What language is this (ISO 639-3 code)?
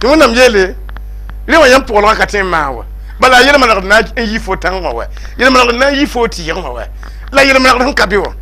mos